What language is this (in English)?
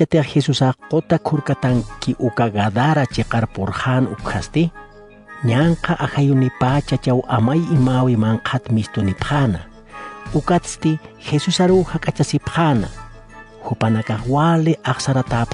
Aymara